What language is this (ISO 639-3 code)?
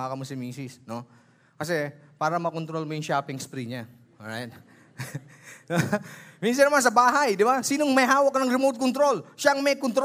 fil